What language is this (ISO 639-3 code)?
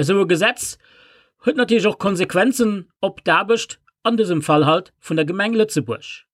ltz